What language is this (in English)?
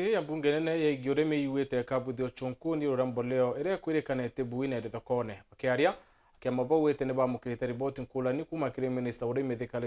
Meru